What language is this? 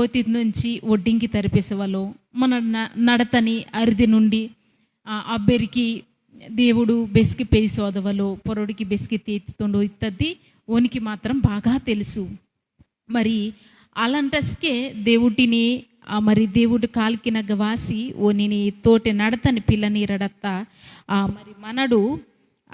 Koya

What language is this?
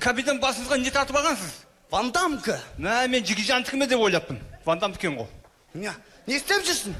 Kara-Kalpak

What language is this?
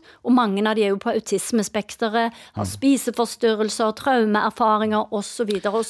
Norwegian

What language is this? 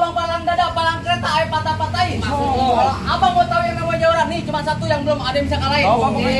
Betawi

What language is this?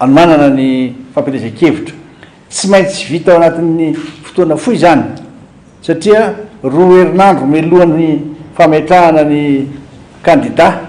Malagasy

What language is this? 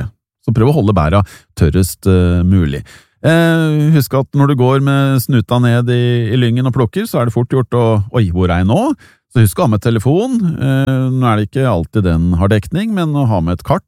Norwegian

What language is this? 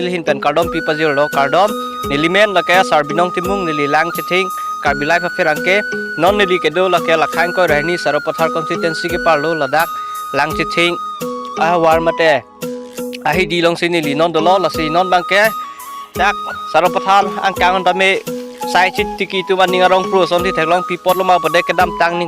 Karbi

